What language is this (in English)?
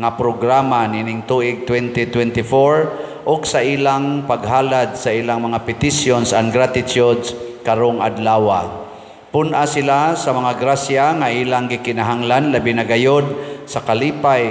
Cebuano